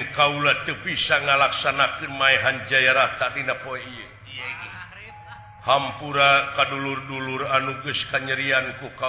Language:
Sundanese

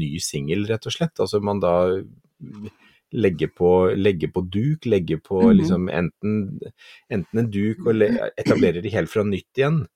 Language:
Norwegian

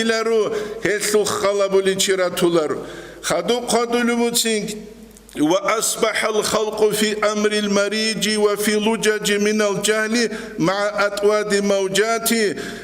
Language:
Avaric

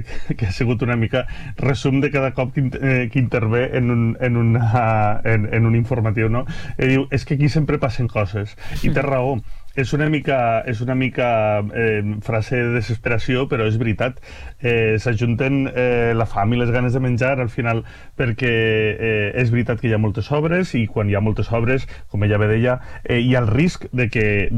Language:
Catalan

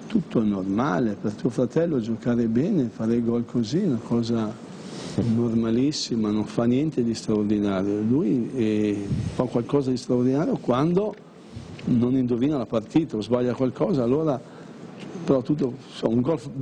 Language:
Italian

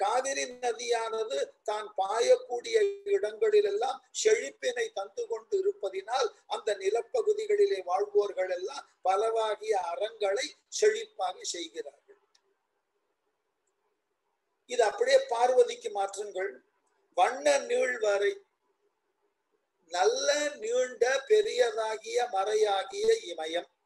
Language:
Tamil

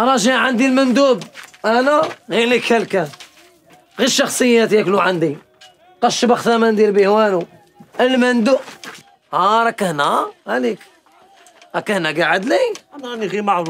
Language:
Algerian Arabic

